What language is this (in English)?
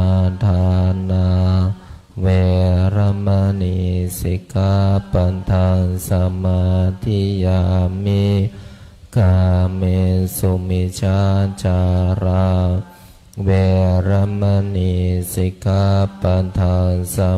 Pali